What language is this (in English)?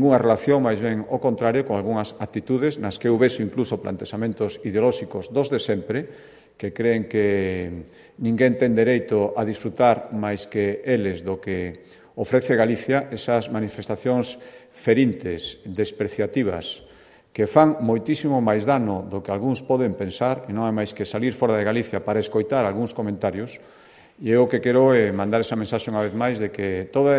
Galician